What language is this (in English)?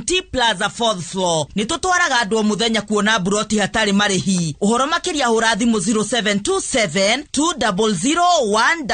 Kikuyu